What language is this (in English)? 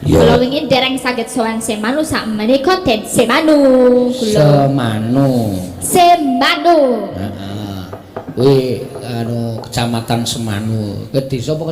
Javanese